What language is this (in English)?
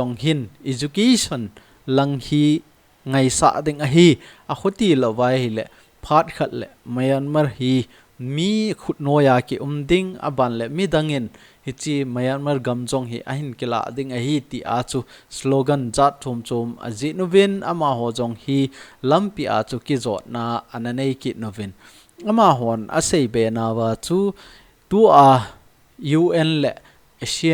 Thado Chin